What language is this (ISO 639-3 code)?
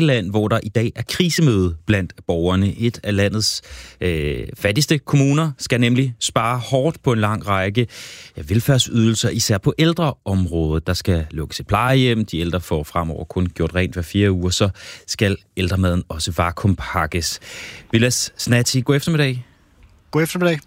dan